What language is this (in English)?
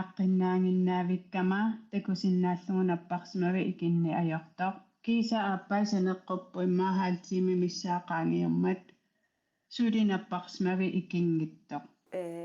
Kalaallisut